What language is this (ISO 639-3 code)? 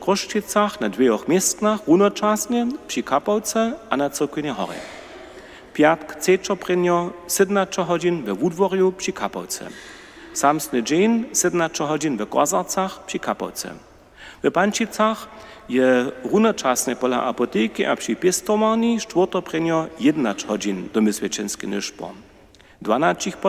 hsb